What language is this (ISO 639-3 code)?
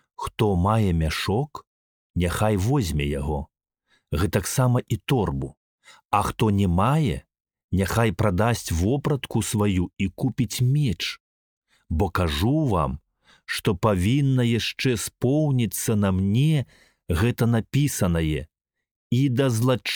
bel